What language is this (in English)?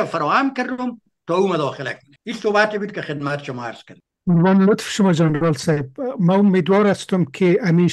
Persian